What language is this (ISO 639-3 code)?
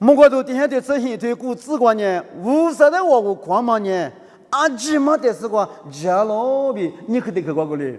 lis